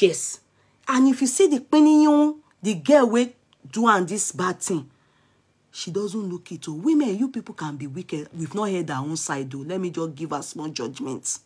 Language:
Nigerian Pidgin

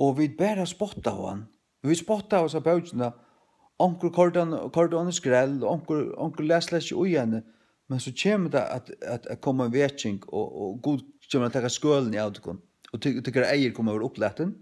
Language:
Faroese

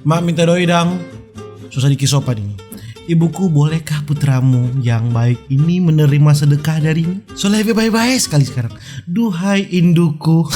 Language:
Manado Malay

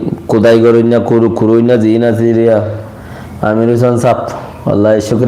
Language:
Rohingya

